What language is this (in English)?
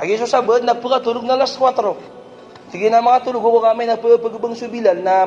Maranao